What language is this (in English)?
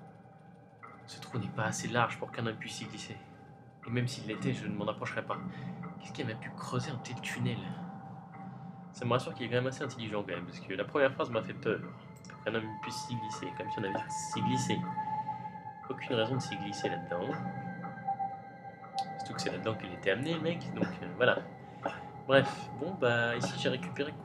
French